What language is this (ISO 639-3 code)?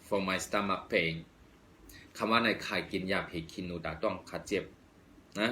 shn